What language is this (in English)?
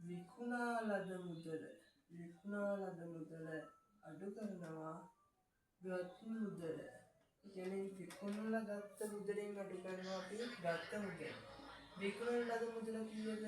Sinhala